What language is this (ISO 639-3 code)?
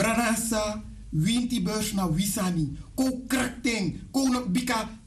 srn